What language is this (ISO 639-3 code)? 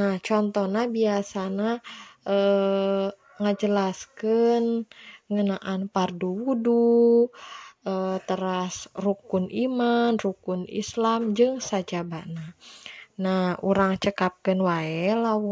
sun